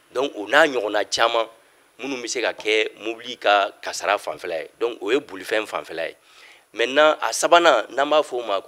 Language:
Bambara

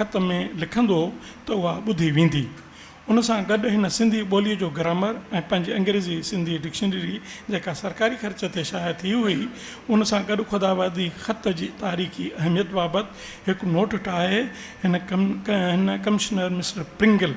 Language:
Sindhi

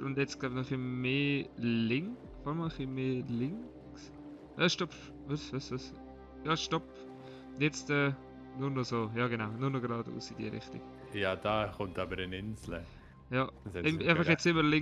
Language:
Swiss German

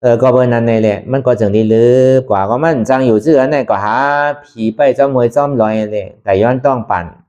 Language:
Shan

